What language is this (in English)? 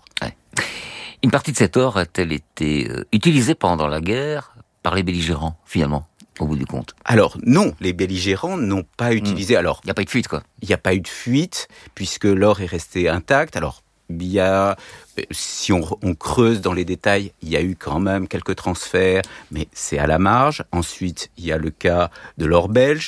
French